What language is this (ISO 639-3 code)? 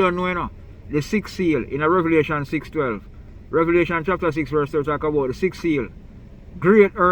jam